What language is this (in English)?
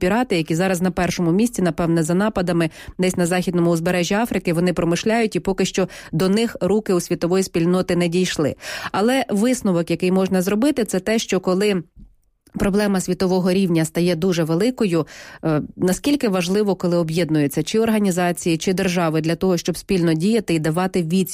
Ukrainian